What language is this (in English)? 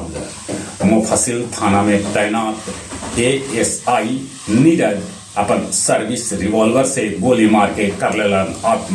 Magahi